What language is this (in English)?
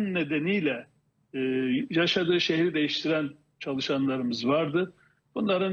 Turkish